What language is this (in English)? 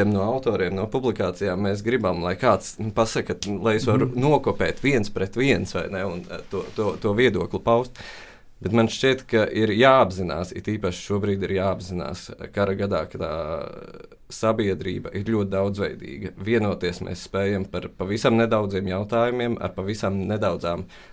Latvian